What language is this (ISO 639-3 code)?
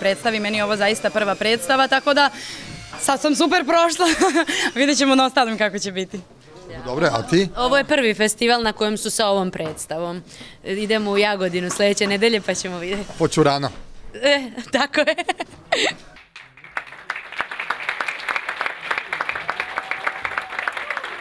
srp